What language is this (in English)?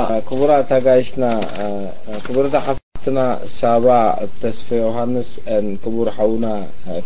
Tigrinya